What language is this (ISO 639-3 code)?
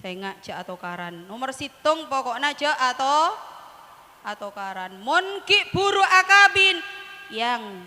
mad